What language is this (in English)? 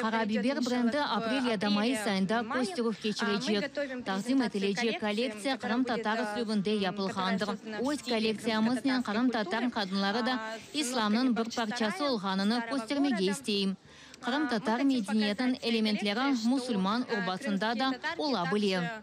Crimean Tatar